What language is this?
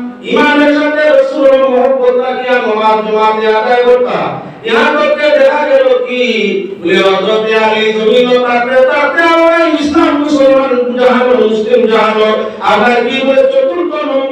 Sylheti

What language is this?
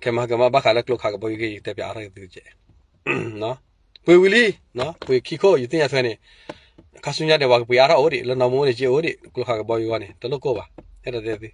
S'gaw Karen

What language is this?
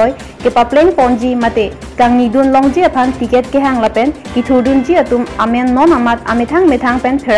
Karbi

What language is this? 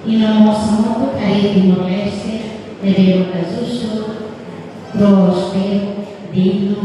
Tetum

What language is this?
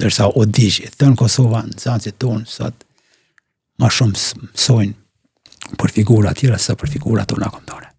Albanian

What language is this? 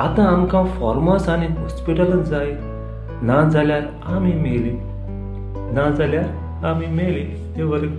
Konkani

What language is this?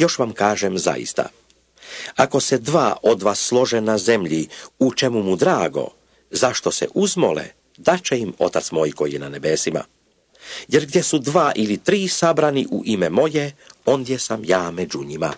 Serbian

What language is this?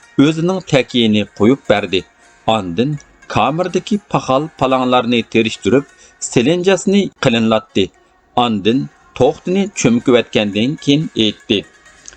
Uyghur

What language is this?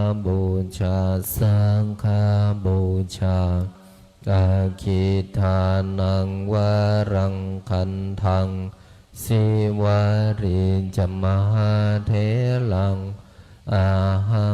Pali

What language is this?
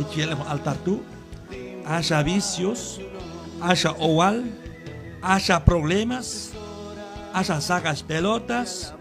Q'anjob'al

